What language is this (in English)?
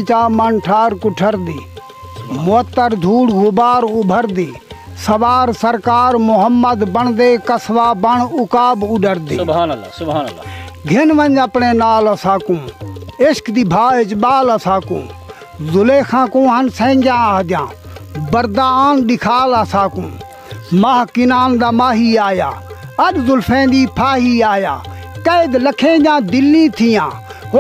Saraiki